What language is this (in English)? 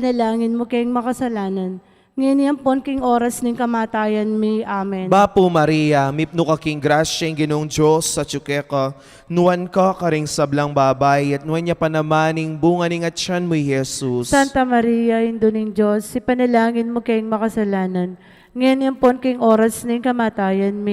Pampanga